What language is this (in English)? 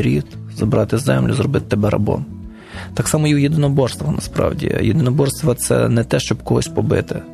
Ukrainian